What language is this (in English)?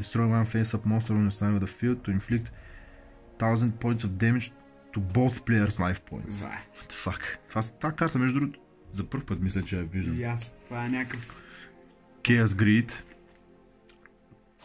Bulgarian